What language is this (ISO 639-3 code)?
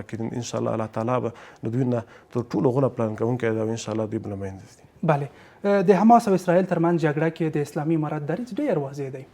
pus